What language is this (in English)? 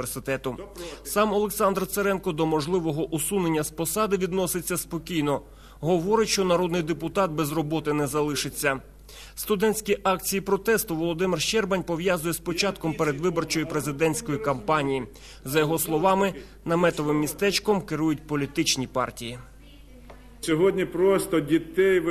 Ukrainian